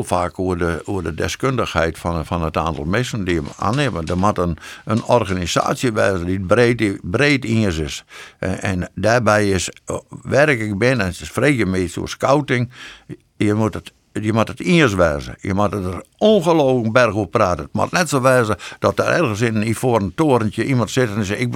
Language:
Western Frisian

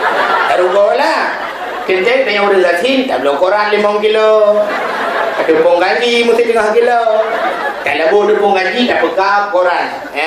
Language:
Achinese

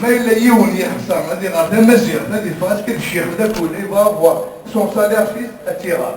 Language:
Kabyle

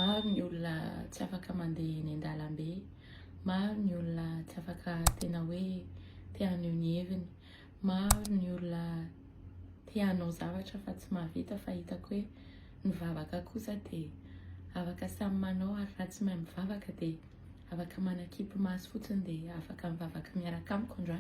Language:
Malagasy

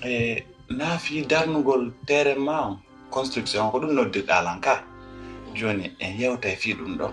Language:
Pular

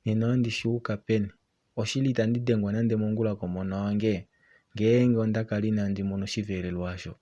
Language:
Kuanyama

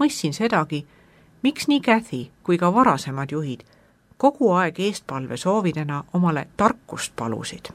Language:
Estonian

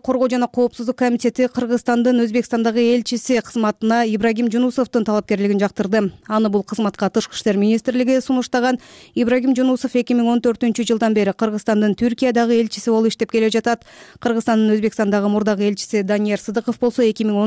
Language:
Kyrgyz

